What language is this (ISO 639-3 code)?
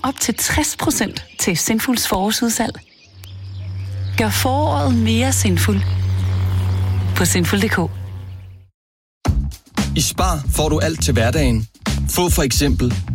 dan